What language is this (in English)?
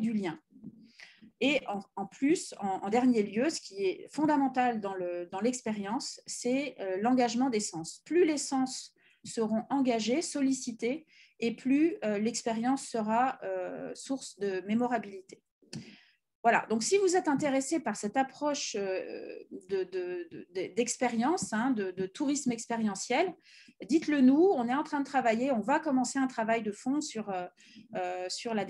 French